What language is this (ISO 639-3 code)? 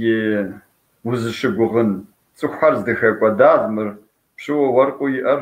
kbd